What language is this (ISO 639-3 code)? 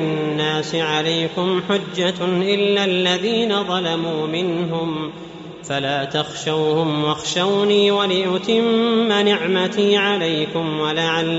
ara